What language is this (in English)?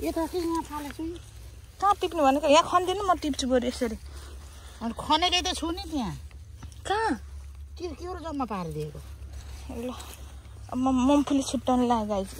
Nepali